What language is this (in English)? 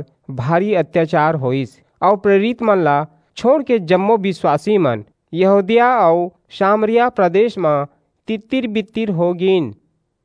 Chhattisgarhi